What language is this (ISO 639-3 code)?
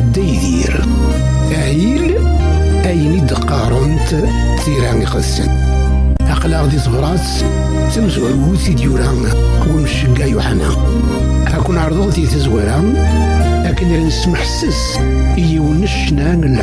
kab